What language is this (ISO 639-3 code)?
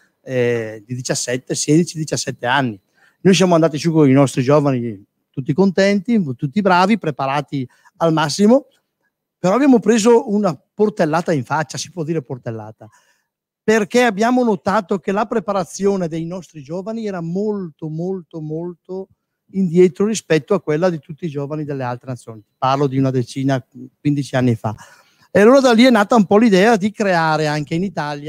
ita